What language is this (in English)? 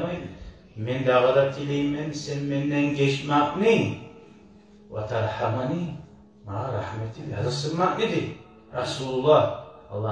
Kumyk